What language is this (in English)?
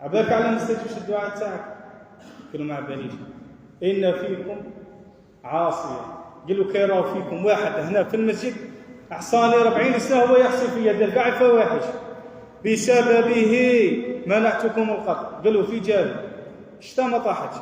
Algerian Arabic